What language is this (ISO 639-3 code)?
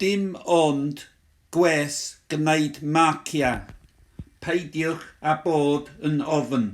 cym